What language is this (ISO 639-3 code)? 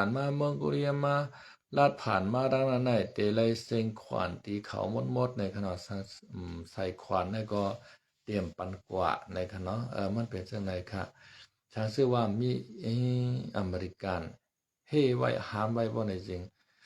shn